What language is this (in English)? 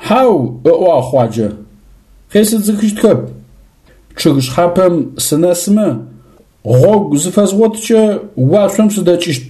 Adyghe